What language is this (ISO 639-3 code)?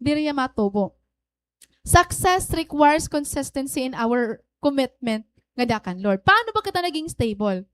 war